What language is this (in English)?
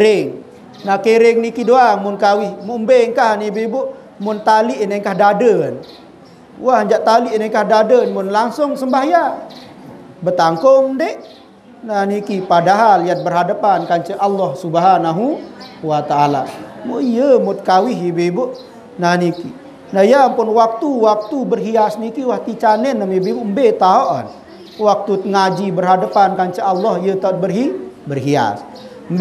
Sasak